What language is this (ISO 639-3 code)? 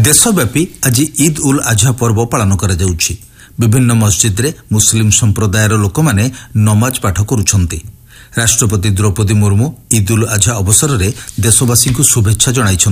ori